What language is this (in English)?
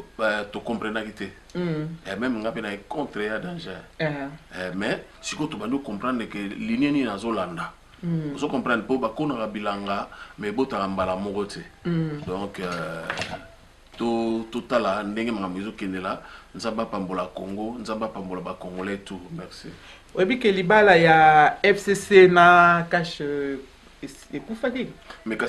Lingala